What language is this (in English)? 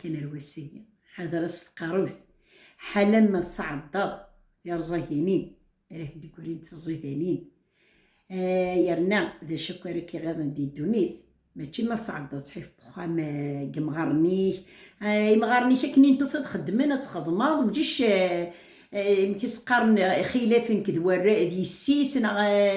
Kabyle